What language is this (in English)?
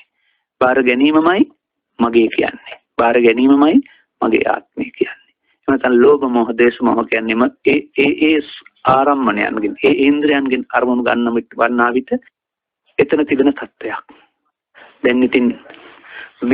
Sinhala